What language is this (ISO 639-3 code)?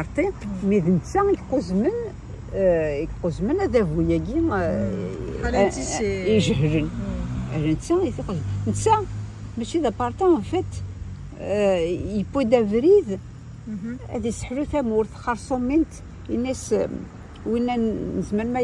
kab